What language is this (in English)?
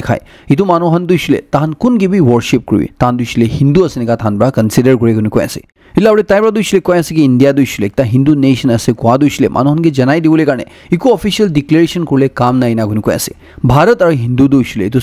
Naga Pidgin